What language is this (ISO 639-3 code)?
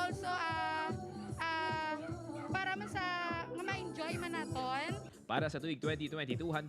hil